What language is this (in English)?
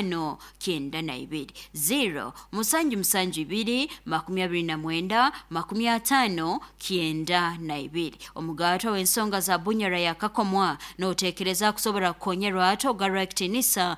Nyoro